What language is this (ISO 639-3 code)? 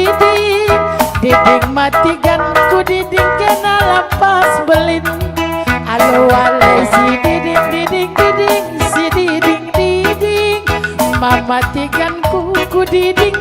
btx